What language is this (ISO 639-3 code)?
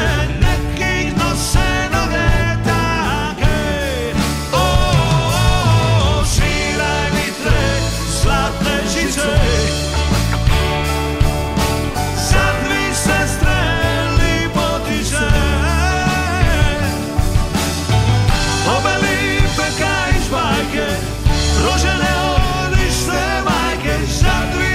hrv